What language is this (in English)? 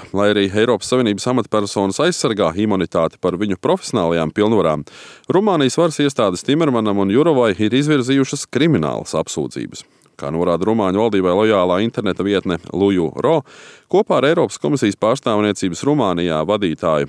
Latvian